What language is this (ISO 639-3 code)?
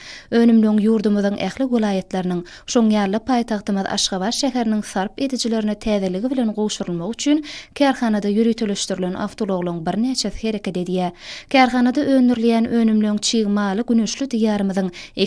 tuk